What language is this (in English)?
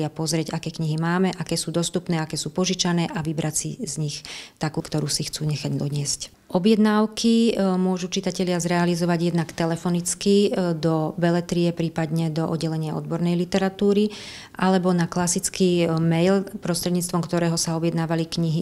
Slovak